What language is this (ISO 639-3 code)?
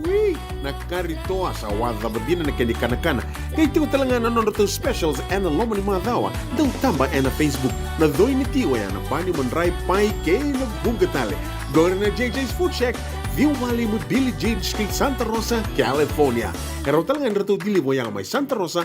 fij